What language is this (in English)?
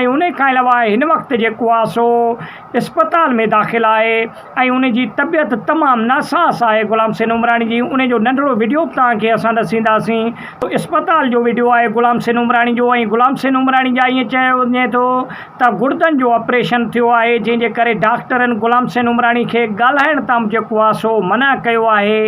Sindhi